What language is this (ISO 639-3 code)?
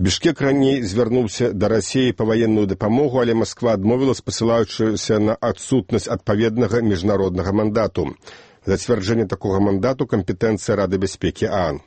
bel